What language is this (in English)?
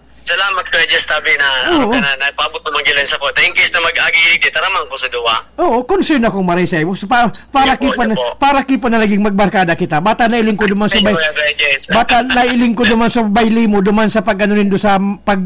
Bikol